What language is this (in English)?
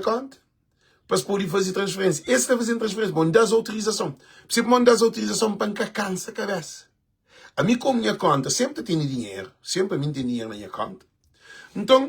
Kabuverdianu